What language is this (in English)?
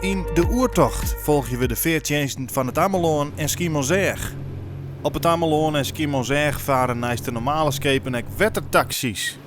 Western Frisian